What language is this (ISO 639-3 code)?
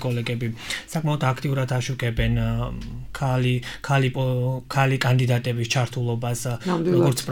kat